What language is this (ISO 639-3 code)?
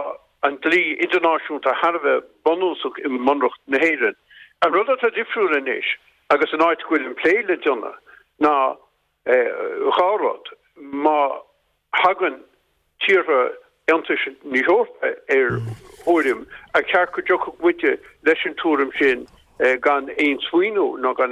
gle